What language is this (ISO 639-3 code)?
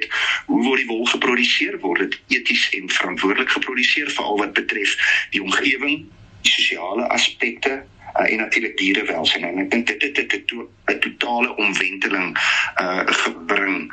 afr